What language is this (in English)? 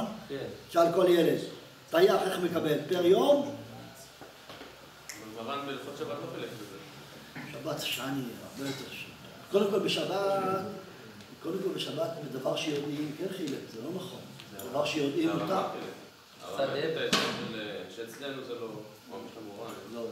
Hebrew